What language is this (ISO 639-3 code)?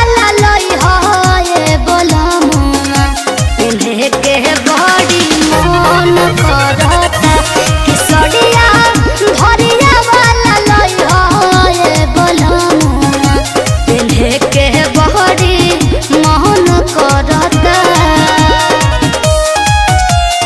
bho